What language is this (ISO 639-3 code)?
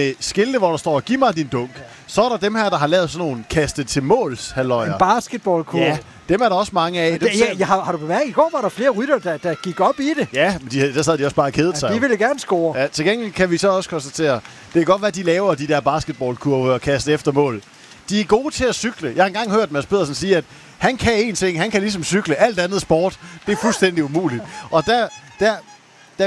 dan